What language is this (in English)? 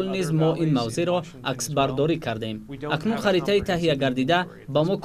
Tajik